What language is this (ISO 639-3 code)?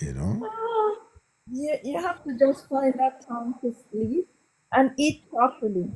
jam